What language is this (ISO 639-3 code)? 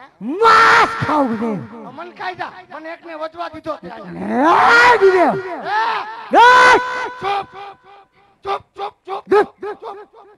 guj